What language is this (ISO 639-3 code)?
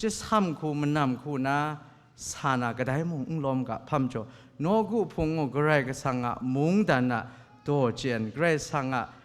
kac